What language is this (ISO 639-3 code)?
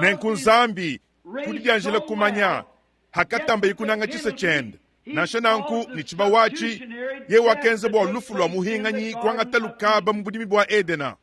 lua